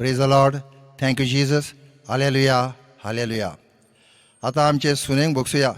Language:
Konkani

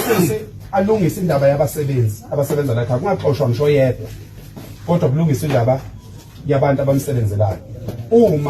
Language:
Zulu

